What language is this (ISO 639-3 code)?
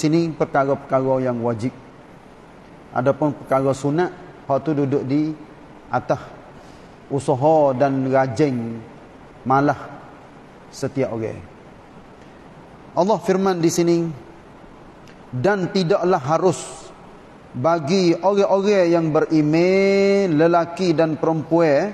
msa